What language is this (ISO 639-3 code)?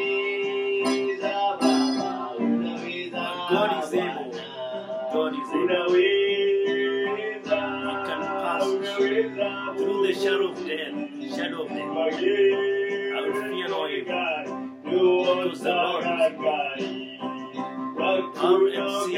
swa